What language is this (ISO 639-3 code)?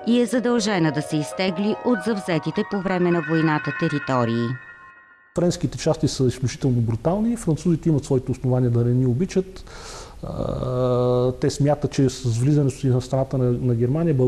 bul